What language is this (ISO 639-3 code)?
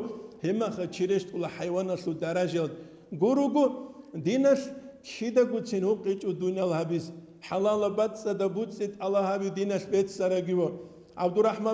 ava